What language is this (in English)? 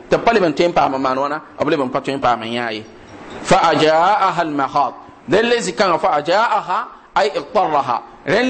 Mossi